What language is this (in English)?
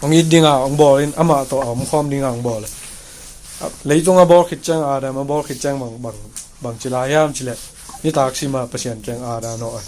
Tedim Chin